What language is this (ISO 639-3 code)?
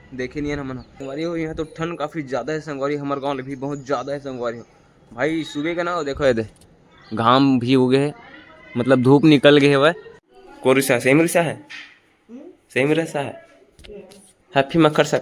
hne